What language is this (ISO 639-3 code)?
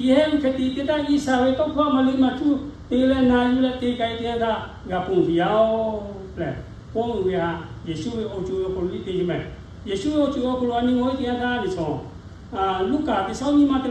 lhu